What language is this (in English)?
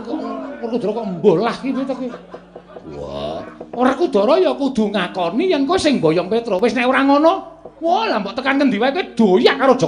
Javanese